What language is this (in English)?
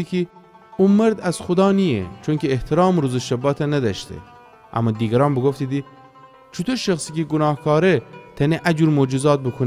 Gilaki